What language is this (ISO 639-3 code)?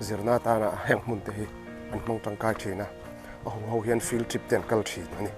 lus